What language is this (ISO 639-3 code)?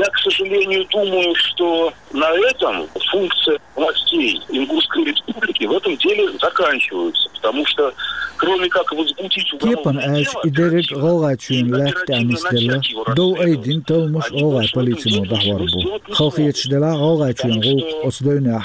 che